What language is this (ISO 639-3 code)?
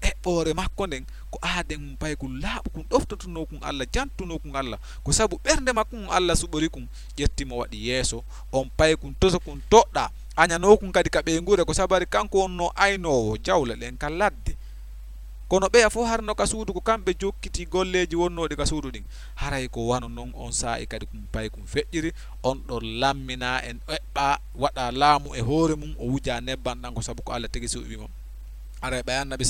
ful